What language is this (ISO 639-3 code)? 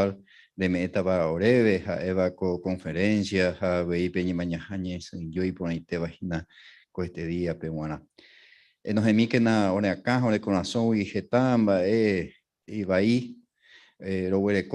grn